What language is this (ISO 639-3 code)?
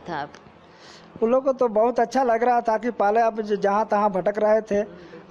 hin